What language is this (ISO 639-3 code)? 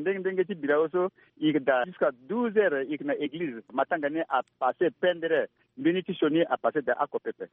sag